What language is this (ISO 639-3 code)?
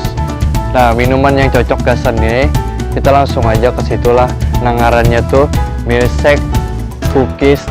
bjn